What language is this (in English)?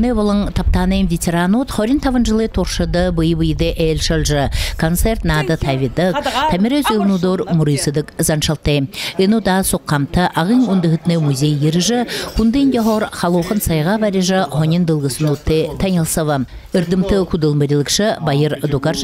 Buriat